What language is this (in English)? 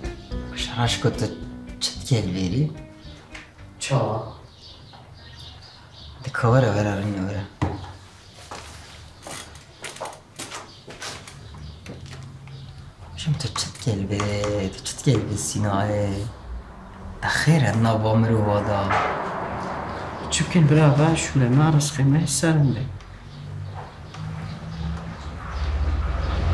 Kurdish